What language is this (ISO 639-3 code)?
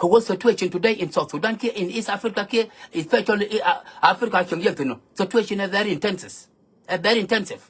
nus